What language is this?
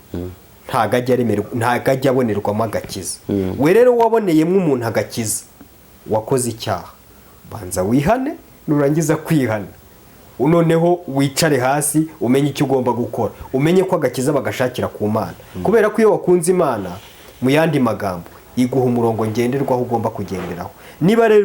Kinyarwanda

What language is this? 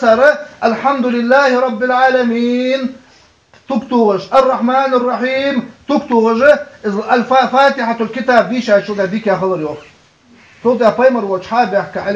Ingush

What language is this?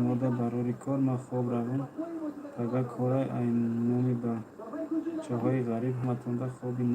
Tajik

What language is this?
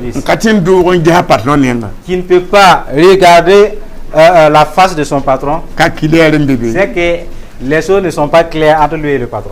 Mossi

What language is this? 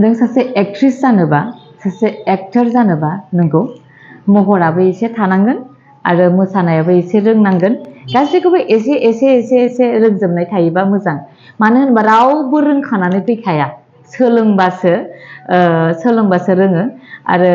Bodo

